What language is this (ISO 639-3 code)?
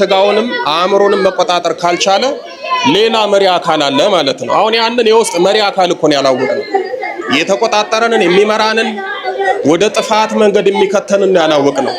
amh